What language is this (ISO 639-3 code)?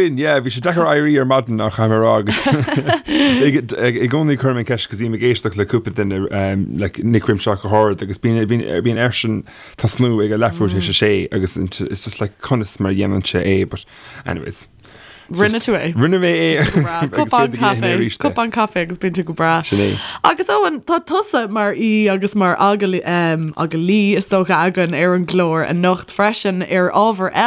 gle